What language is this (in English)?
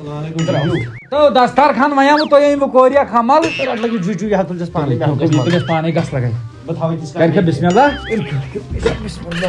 Kashmiri